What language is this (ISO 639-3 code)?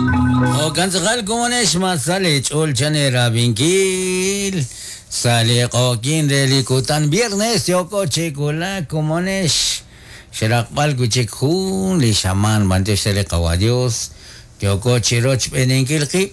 kek